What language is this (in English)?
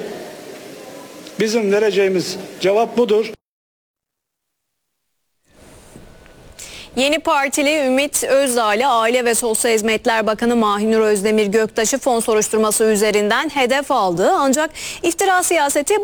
Turkish